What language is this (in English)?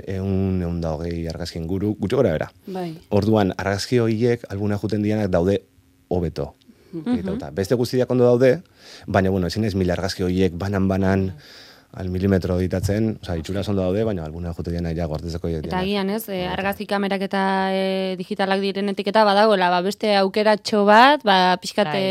Basque